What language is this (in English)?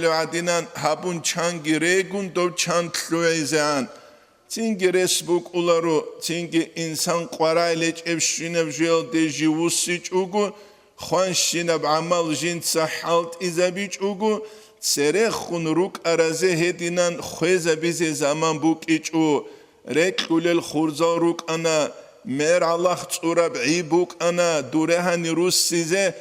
Avaric